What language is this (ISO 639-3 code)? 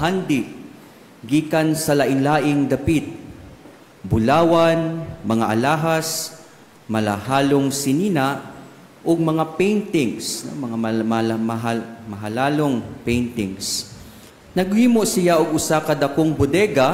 ceb